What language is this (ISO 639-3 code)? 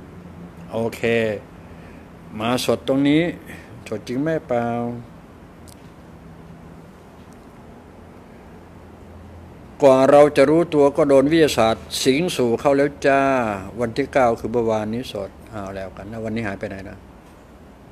tha